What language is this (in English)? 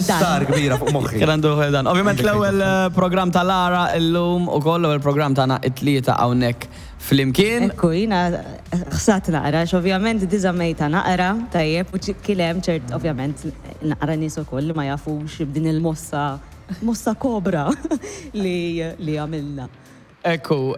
Maltese